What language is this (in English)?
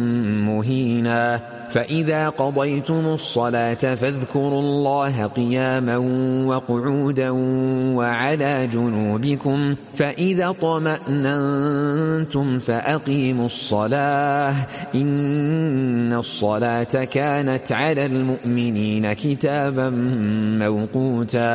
Arabic